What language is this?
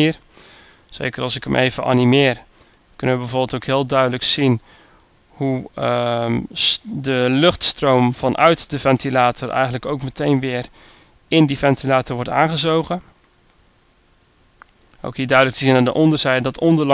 Dutch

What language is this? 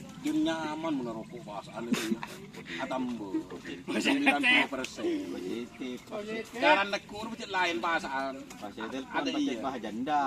Madurese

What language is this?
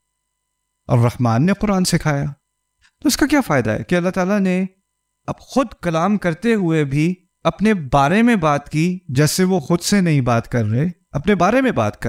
Urdu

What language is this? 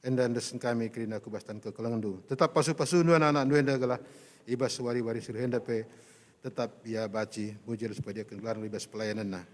Batak Karo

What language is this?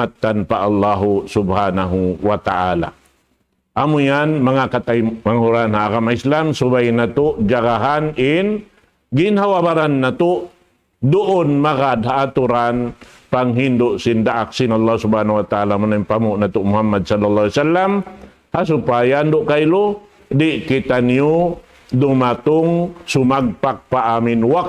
Tausug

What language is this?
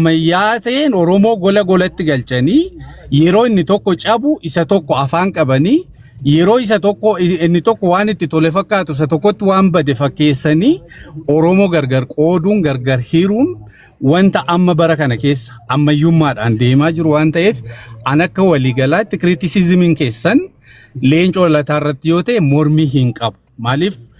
Oromo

